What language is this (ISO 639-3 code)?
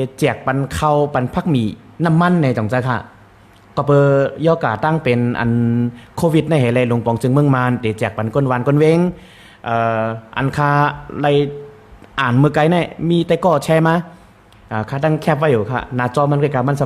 shn